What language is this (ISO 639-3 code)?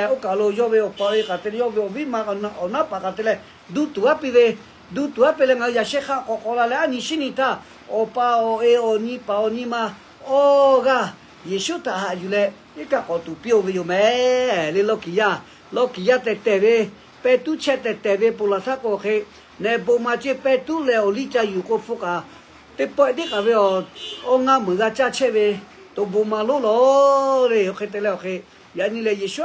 lhu